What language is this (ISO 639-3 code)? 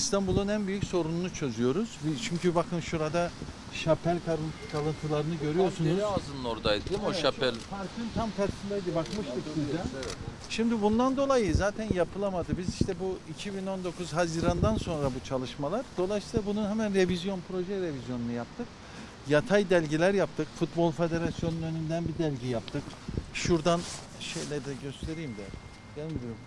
tur